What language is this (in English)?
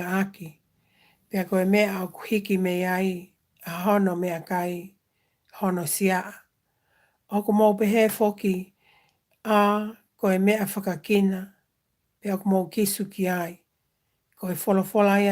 Tongan